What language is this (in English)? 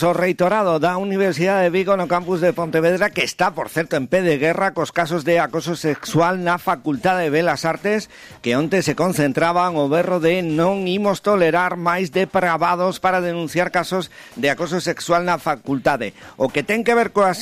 Galician